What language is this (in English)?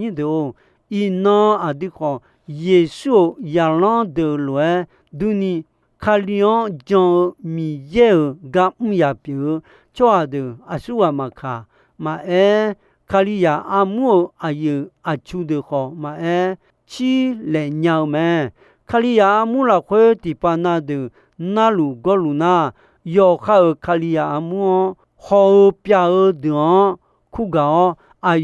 Akha